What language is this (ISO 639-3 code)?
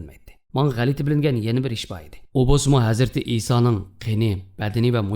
uig